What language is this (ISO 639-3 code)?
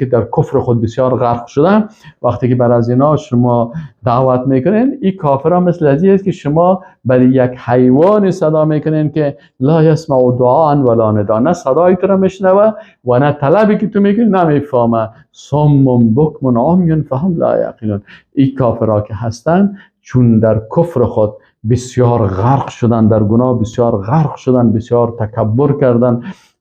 fas